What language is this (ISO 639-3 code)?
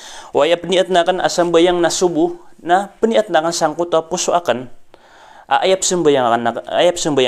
mrw